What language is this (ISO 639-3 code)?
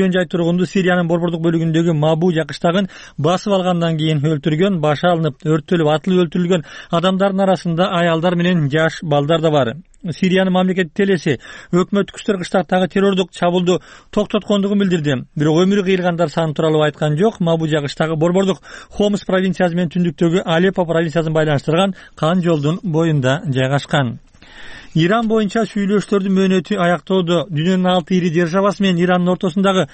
kir